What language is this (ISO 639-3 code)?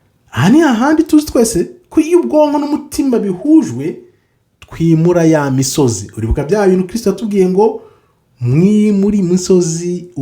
kin